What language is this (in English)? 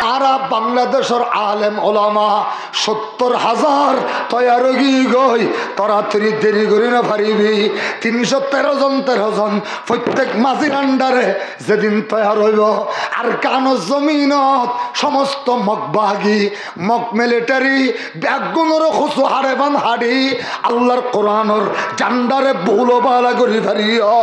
Rohingya